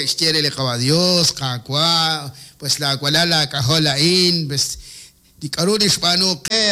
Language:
Kekchí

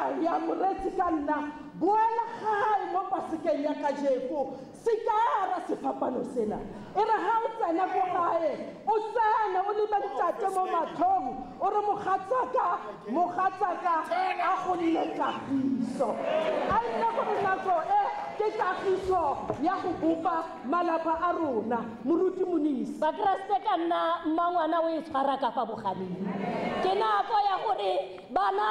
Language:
Tswana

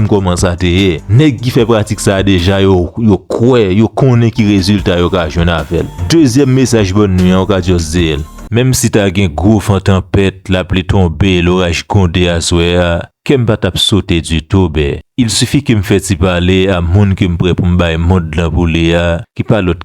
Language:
Haitian Creole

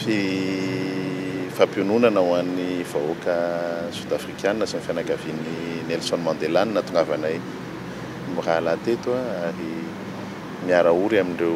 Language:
Malagasy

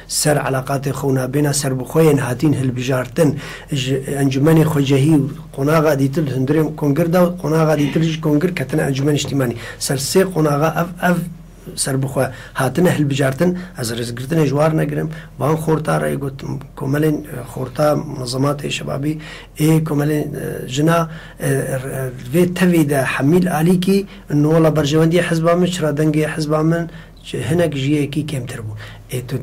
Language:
Kurdish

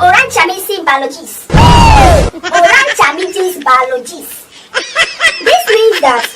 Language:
Nigerian Pidgin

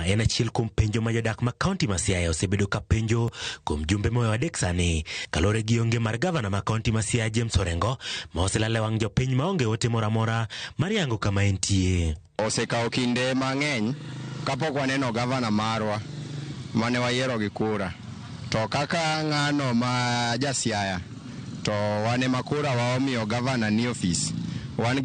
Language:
Luo (Kenya and Tanzania)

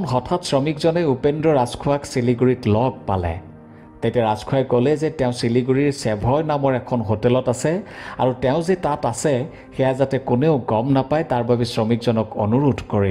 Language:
Assamese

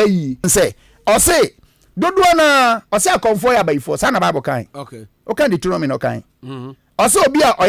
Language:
Akan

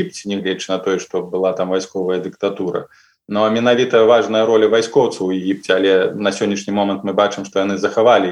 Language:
Belarusian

